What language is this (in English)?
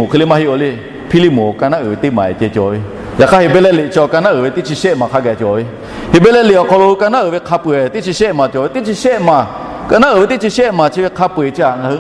Lahu